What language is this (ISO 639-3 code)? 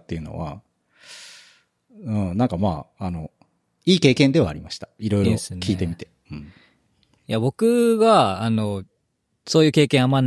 jpn